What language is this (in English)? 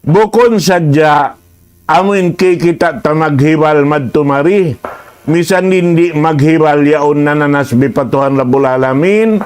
Tausug